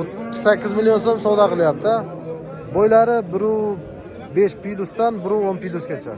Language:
Uzbek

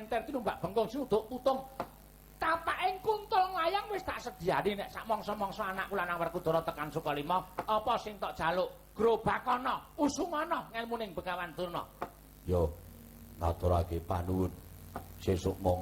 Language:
Javanese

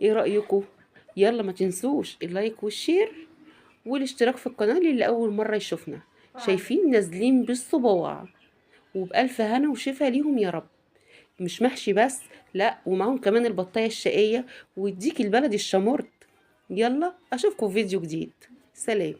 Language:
Egyptian Arabic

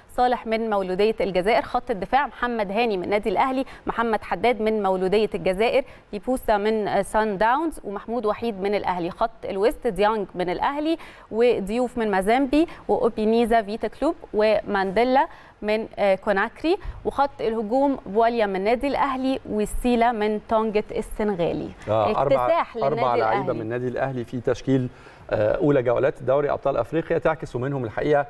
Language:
Egyptian Arabic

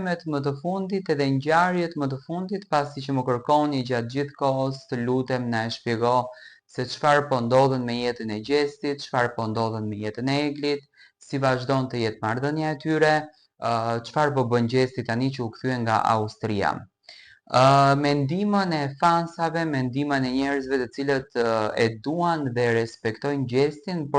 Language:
Albanian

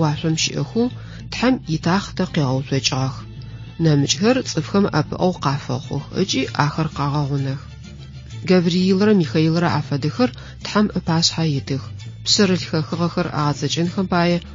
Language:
Adyghe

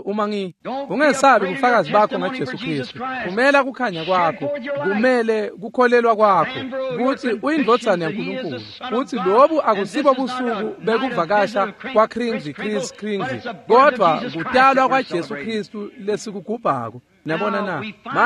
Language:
Swati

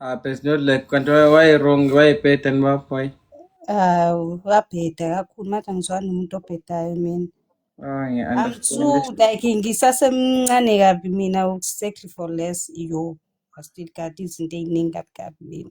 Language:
Zulu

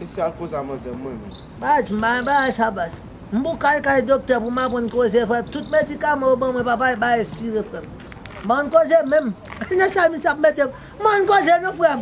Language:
Haitian Creole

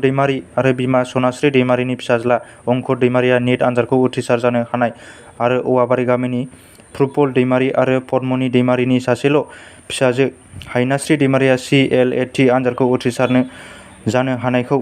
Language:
Bodo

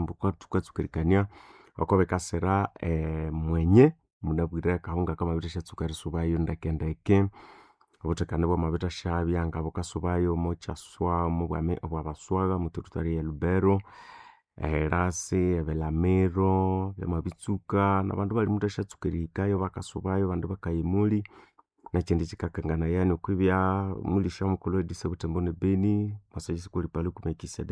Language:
Nande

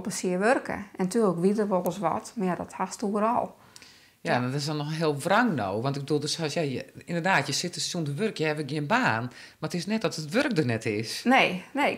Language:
Western Frisian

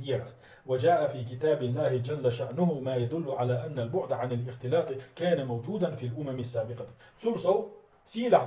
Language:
Chechen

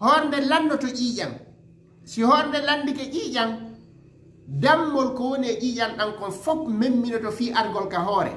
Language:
Fula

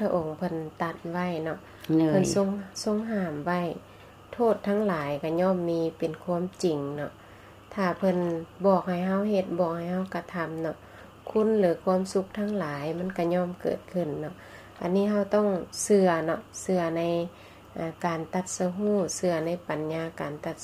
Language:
Lao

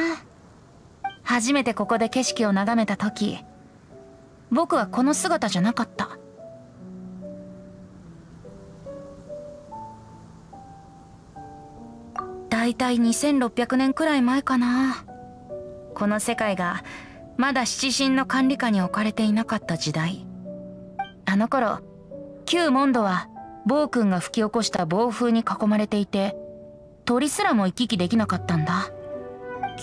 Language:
Japanese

